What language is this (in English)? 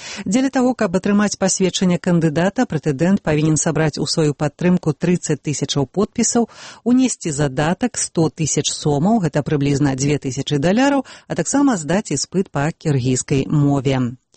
Belarusian